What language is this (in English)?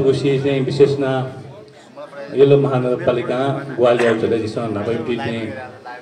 Newari